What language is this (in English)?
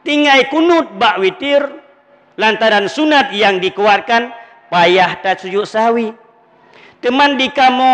Achinese